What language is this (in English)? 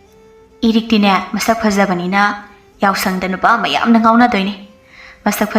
Manipuri